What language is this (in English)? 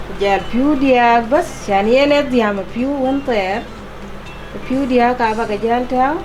Dinka